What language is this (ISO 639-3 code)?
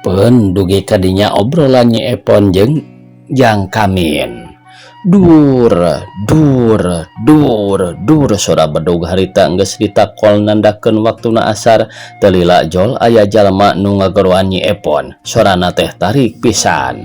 sun